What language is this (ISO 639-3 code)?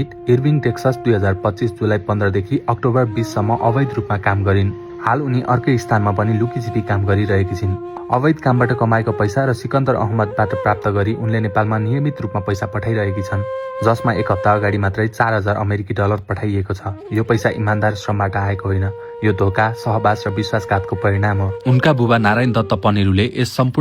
nep